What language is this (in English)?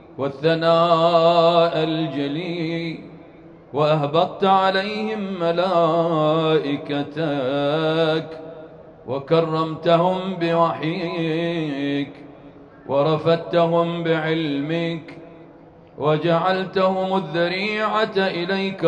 Arabic